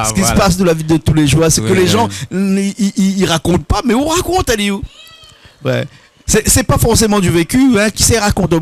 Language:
Réunion Creole French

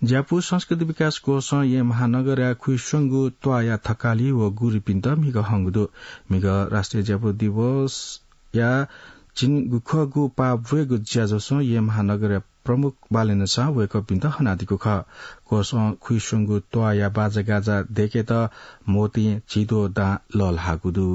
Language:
Newari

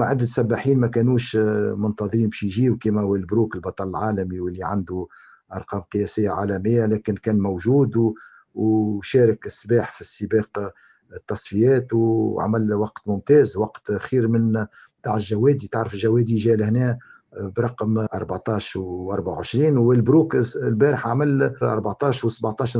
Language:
Tunisian Arabic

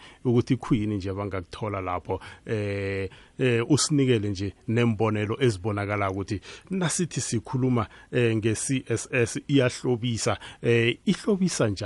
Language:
South Ndebele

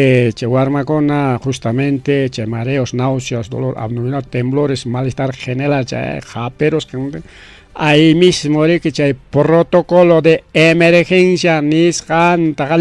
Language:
Ayacucho Quechua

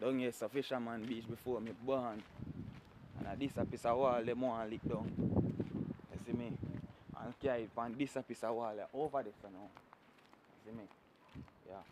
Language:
Jamaican Creole English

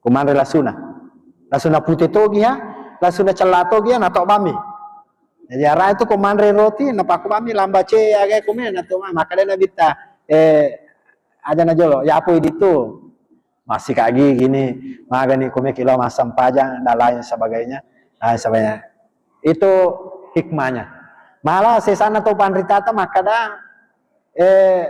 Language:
Buginese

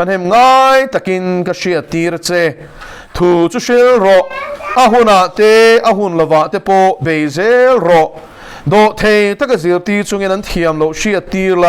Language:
Mizo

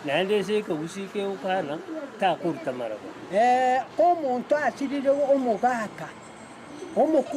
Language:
Gusii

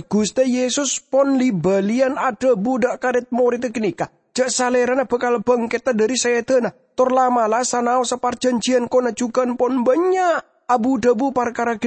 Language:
Madurese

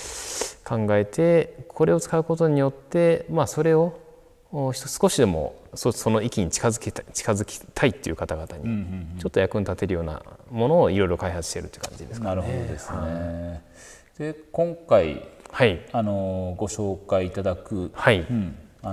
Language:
Japanese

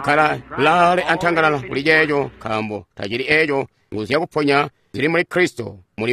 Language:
Tonga (Zambia)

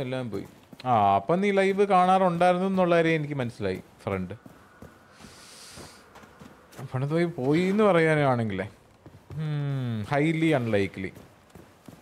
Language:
Malayalam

